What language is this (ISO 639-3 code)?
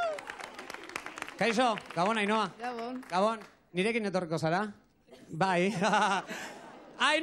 eus